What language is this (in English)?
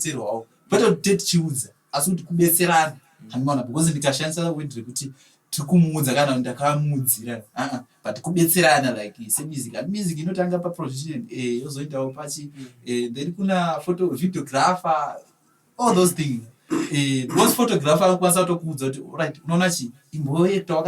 Shona